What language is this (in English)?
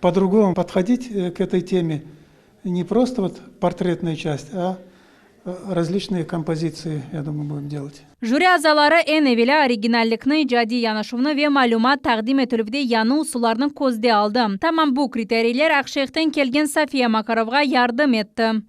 Crimean Tatar